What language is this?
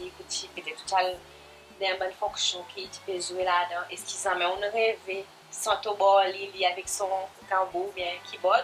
Seselwa Creole French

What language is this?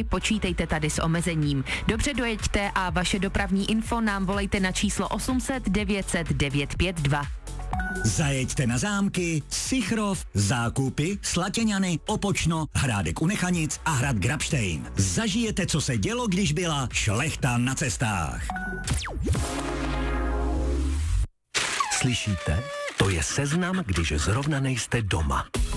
Czech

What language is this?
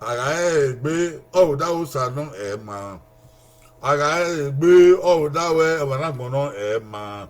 Bini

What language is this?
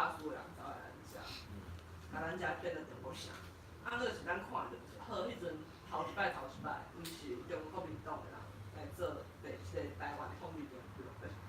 Min Nan Chinese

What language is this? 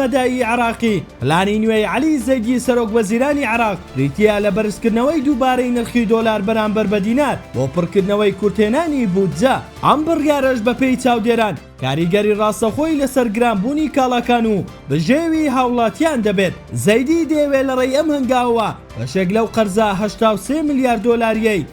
Central Kurdish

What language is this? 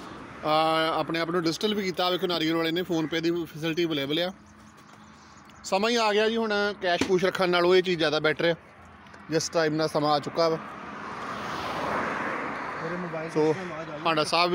Punjabi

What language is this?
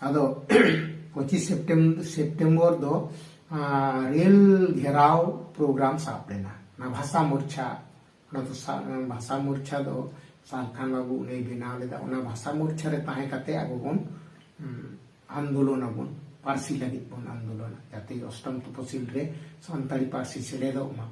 Santali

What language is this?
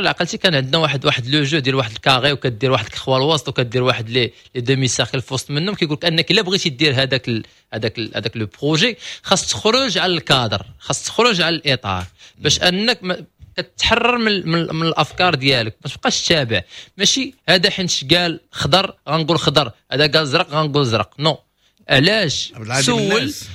Moroccan Arabic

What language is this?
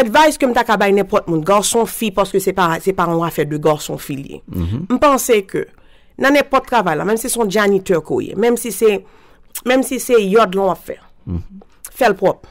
Haitian Creole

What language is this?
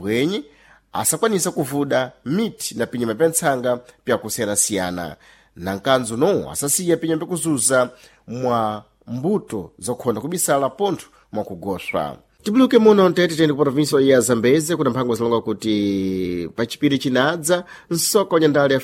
Sena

